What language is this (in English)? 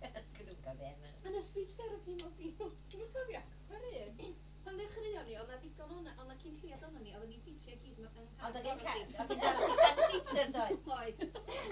Welsh